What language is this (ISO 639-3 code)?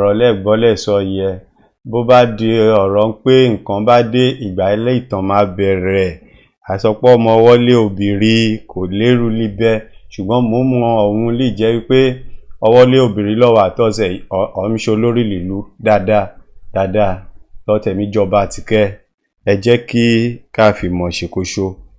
yor